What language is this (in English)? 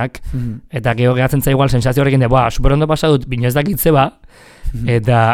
Basque